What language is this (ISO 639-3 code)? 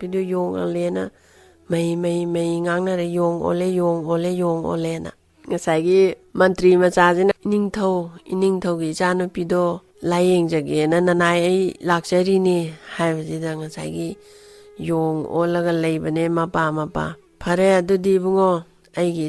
mni